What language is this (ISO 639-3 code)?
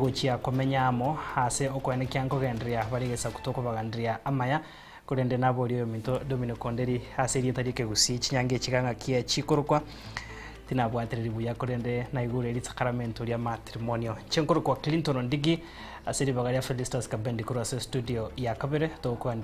guz